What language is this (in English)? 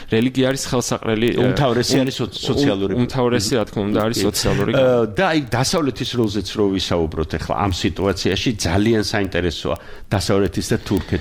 Georgian